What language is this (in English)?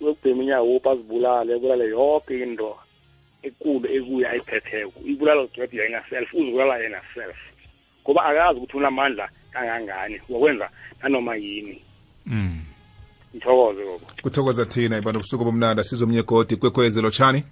South Ndebele